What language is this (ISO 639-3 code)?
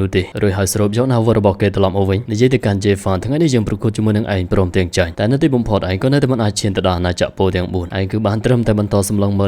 khm